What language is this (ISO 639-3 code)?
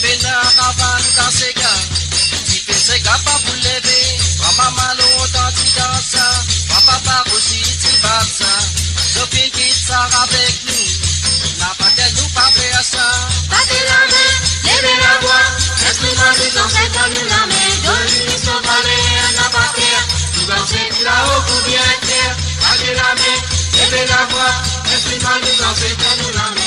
mfe